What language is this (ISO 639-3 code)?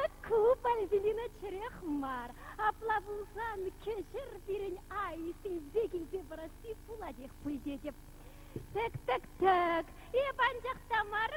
chv